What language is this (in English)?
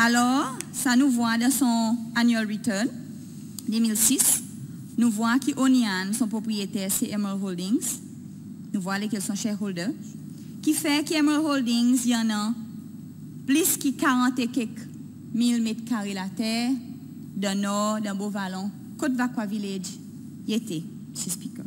Seselwa Creole French